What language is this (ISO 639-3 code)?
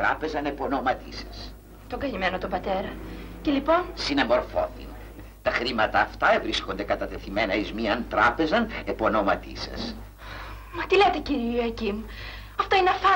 ell